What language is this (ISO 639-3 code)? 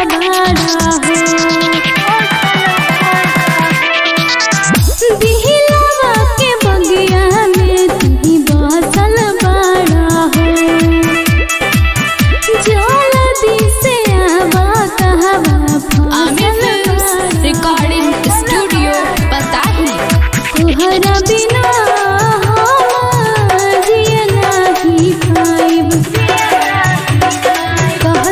bho